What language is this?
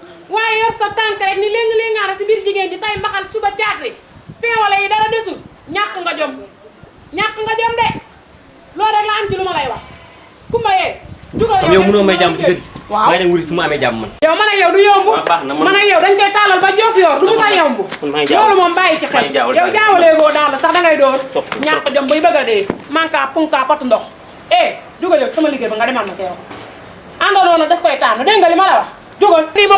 Wolof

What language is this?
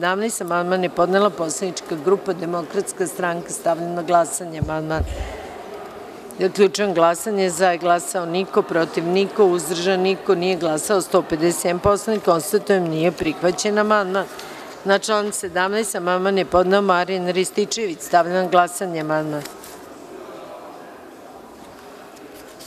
Serbian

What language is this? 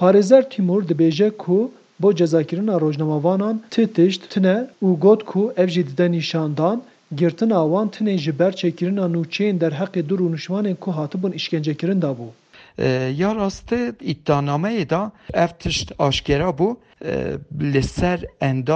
Kurdish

